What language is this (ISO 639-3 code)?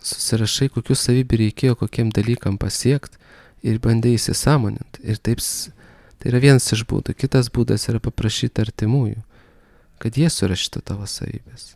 lit